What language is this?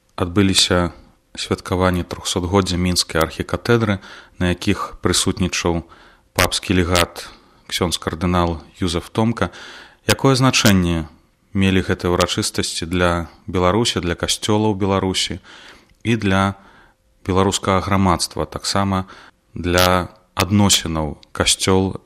Belarusian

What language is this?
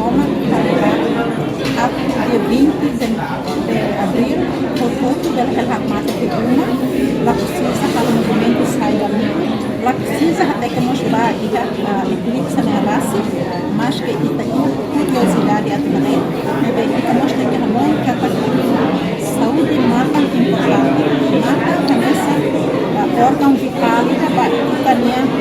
Tetum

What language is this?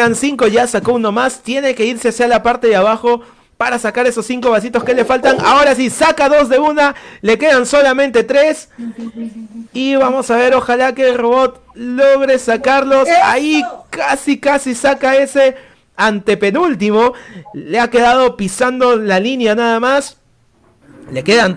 Spanish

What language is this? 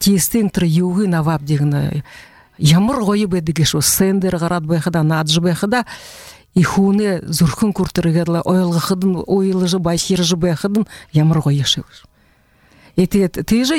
Buriat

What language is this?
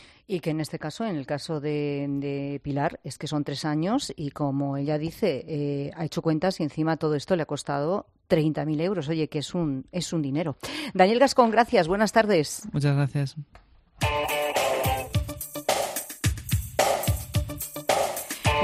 Spanish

